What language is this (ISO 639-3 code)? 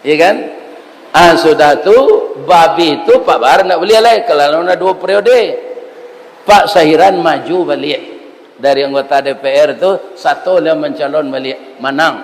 min